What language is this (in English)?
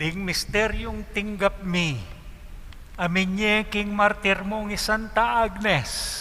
Pampanga